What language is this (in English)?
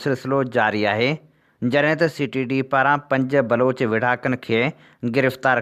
Sindhi